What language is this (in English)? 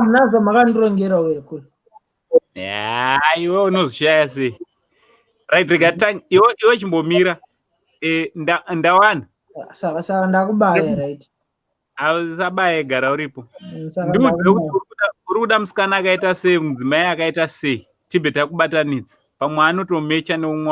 Shona